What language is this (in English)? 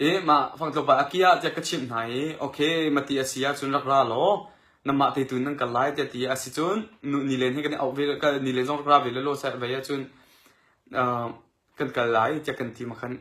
Hakha Chin